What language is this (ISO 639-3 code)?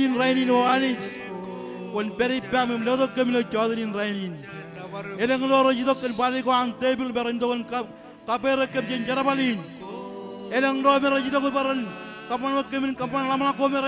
mah